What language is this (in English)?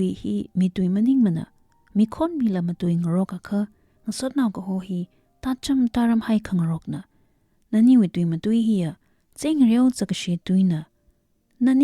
Tangkhul Naga (India)